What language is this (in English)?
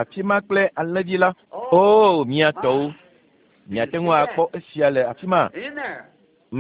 Ewe